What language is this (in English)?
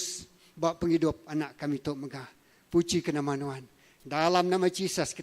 Iban